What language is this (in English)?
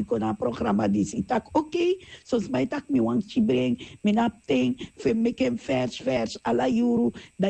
Sranan Tongo